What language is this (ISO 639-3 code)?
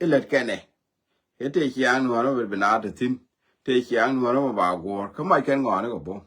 nus